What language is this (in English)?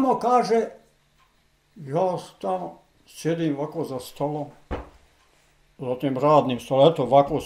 Bosnian